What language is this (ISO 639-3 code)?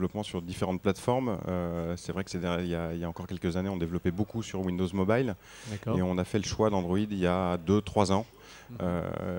fra